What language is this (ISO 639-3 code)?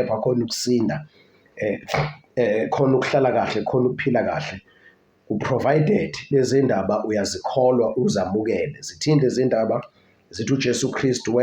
zul